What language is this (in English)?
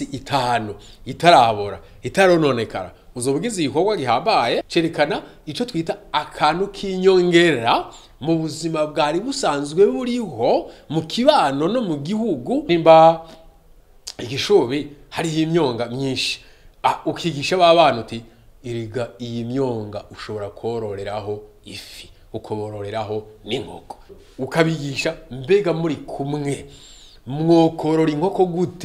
Rundi